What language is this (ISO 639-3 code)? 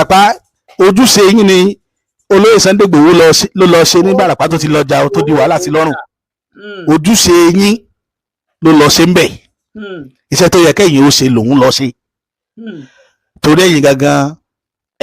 yor